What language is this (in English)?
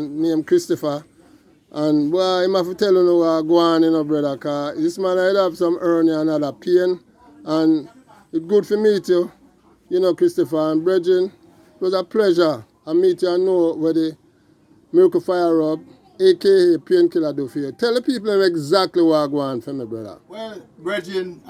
Jamaican Creole English